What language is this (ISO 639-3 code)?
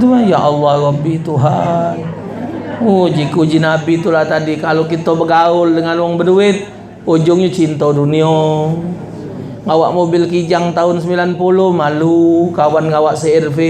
mui